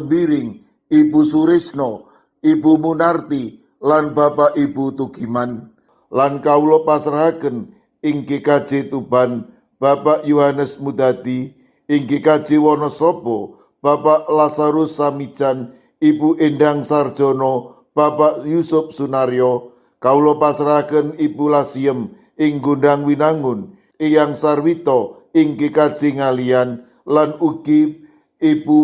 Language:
Javanese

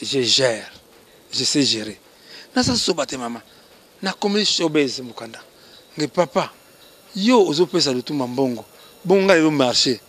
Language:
Lingala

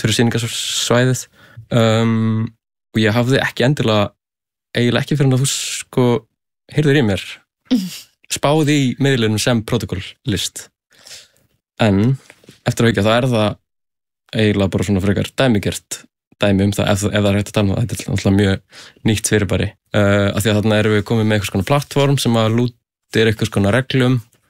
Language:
Icelandic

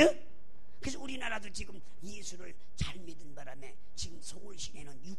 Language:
Korean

